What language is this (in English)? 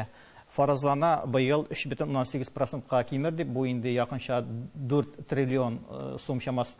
Tatar